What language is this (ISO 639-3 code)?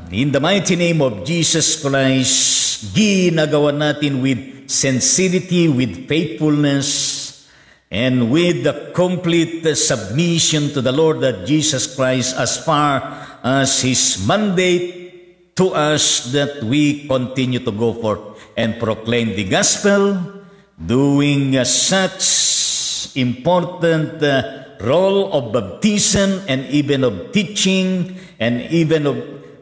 fil